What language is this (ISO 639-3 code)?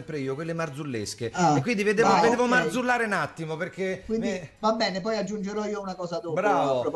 ita